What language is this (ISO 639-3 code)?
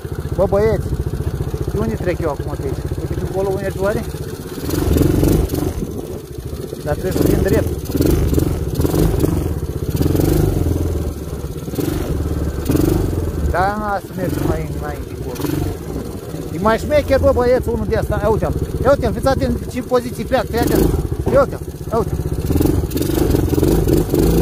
ron